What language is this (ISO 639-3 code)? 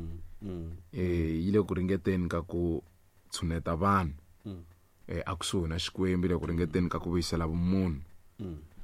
tso